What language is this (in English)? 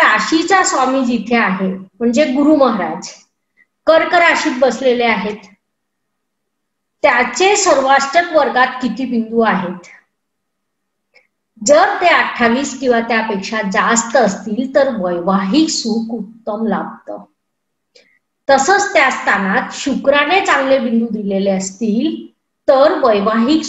Marathi